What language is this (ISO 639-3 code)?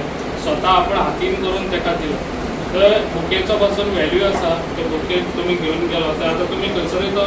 kok